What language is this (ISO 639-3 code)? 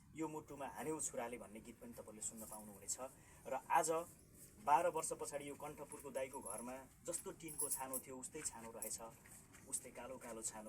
nep